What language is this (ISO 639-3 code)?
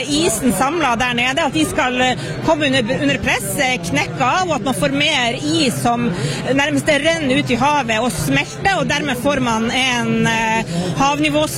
nor